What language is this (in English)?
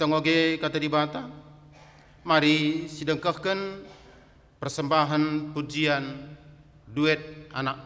Batak Karo